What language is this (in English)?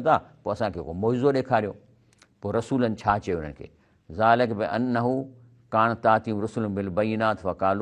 Sindhi